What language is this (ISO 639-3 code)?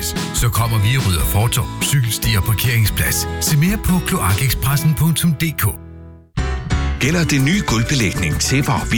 dan